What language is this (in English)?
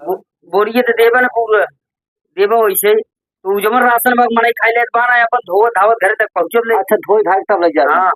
Awadhi